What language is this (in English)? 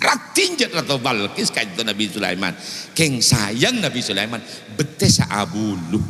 Madurese